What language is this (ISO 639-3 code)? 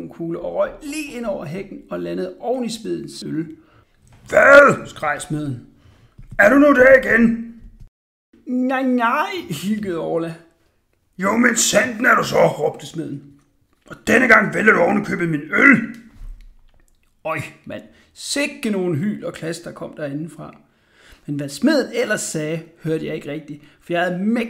dan